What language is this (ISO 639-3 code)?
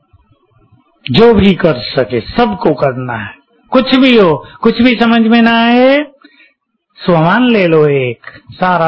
hin